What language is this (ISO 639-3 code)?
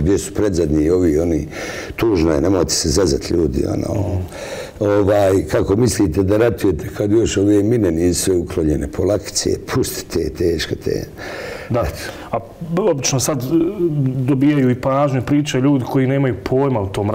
bos